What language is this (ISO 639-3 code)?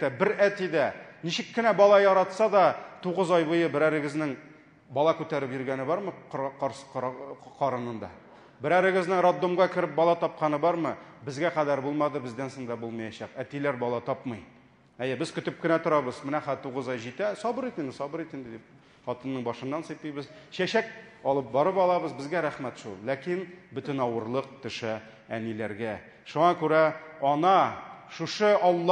tat